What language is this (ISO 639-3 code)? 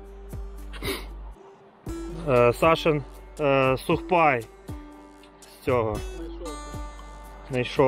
ukr